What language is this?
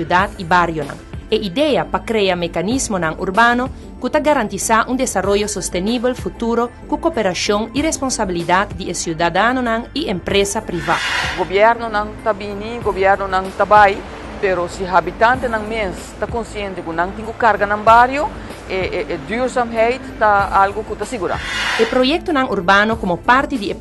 Papiamento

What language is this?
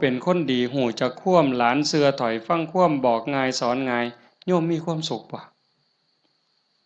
Northeastern Thai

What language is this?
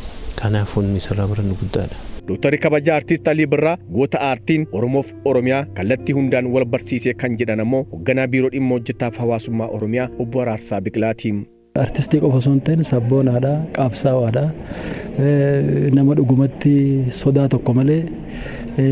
Oromo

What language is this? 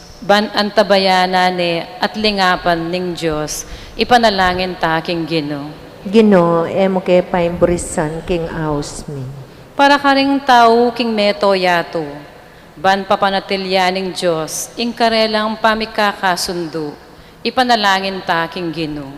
Pampanga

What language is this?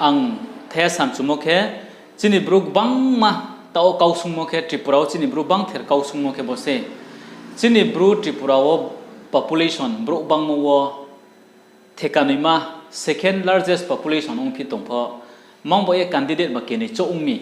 Riang (India)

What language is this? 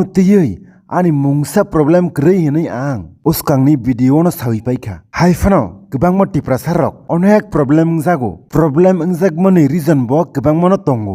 Kok Borok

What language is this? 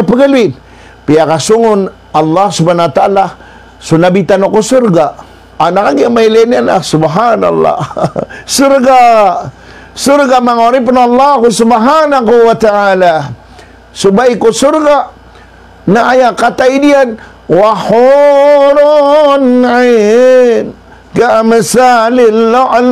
Maranao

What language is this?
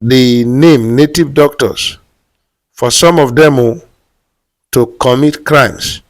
Nigerian Pidgin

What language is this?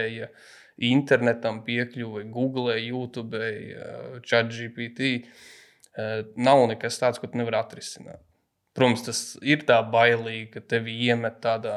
Latvian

